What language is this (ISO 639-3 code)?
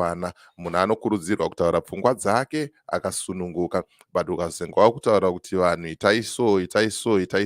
sna